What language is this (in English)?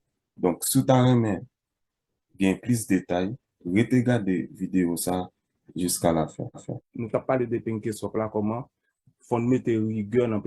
Haitian Creole